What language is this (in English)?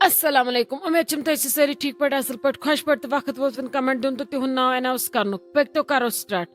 Kashmiri